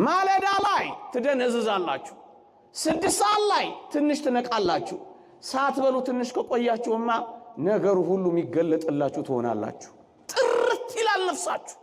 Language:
Amharic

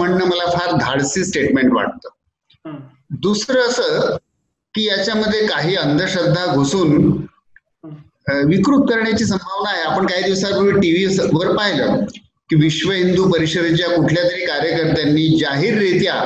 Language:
Marathi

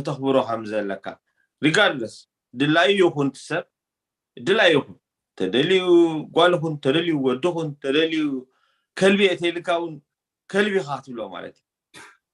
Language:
Tigrinya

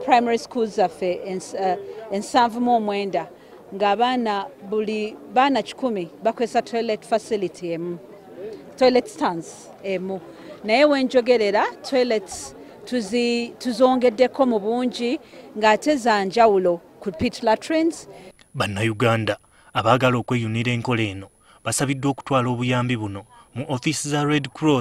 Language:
Ganda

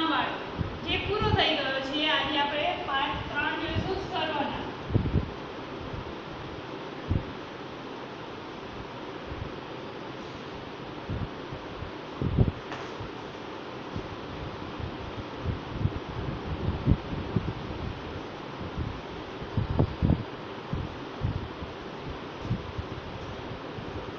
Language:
Gujarati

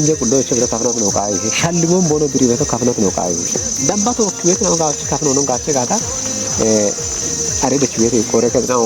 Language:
Kafa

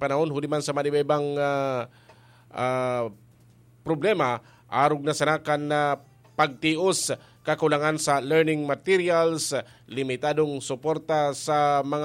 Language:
Bikol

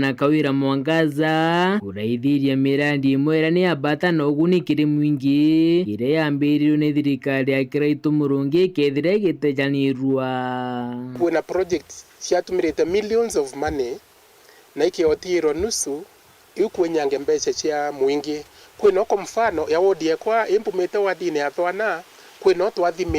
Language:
Meru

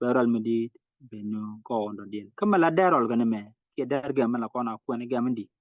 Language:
Nuer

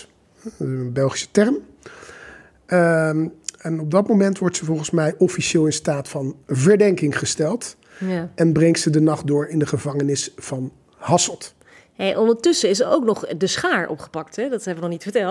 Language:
Dutch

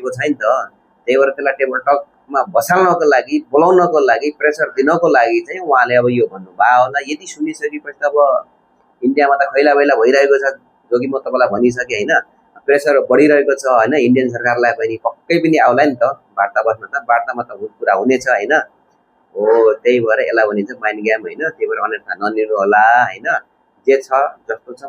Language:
Nepali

